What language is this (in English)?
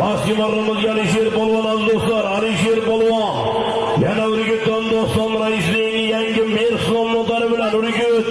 Uzbek